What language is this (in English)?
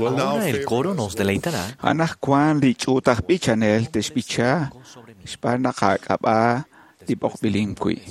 Kekchí